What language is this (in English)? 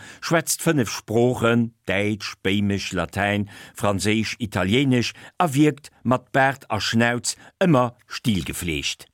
Luxembourgish